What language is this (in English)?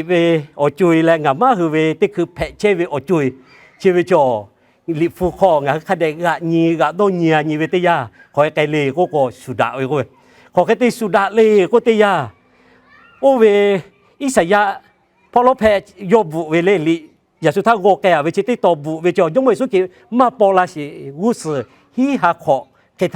Lahu